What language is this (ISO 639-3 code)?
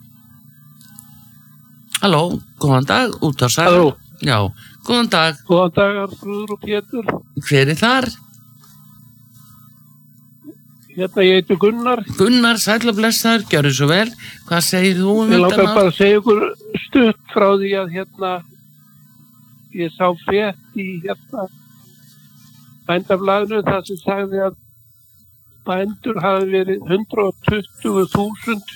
isl